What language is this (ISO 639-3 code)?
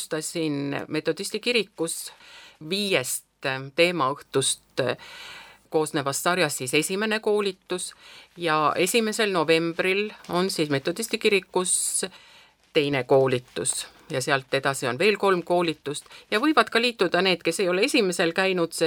est